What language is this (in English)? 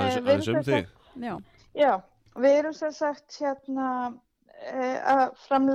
Icelandic